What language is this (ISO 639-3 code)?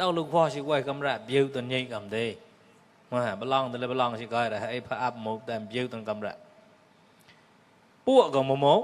mnw